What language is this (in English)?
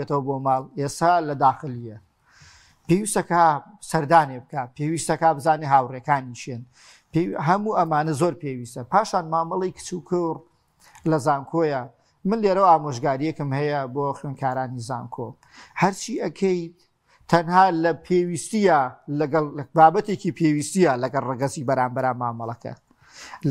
Central Kurdish